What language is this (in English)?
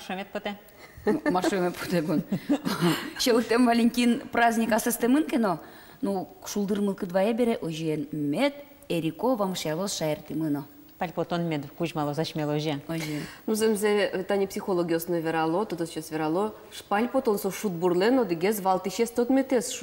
Udmurt